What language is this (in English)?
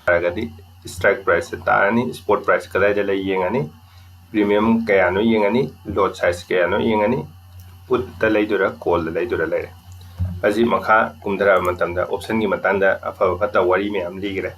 Manipuri